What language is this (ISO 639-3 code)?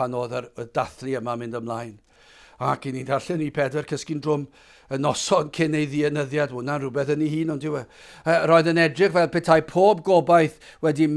cym